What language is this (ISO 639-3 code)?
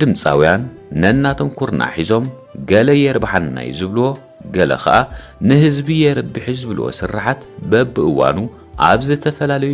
tir